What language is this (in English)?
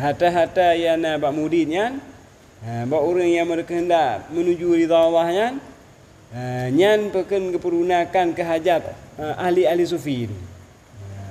Achinese